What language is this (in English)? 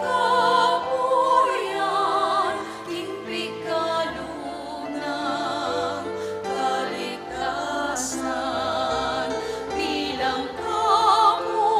Pampanga